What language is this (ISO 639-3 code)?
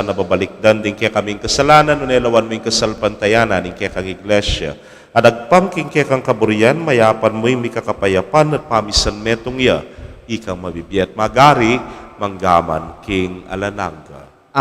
pam